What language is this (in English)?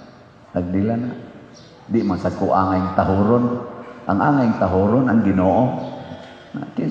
Cebuano